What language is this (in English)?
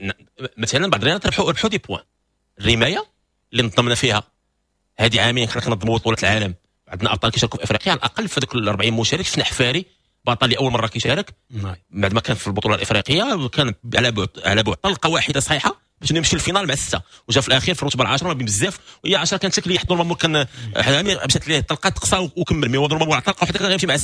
Moroccan Arabic